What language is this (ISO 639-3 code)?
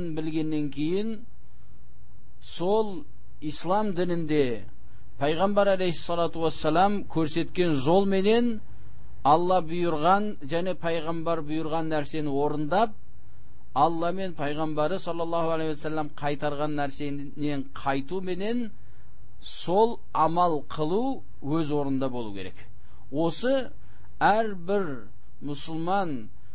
kaz